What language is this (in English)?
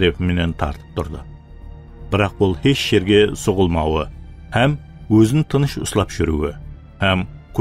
Kara-Kalpak